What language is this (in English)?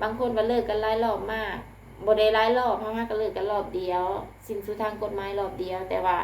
Lao